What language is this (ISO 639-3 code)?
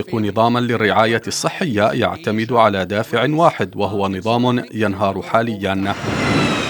ara